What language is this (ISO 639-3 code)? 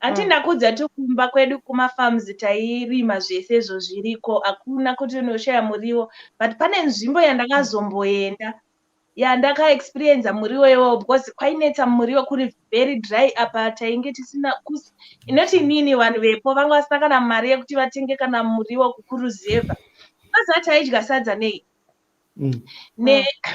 sna